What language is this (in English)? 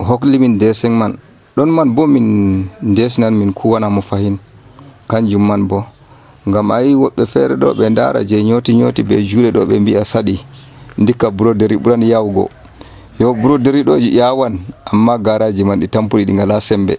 Nigerian Fulfulde